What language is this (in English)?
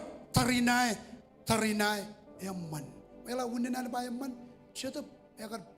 Marshallese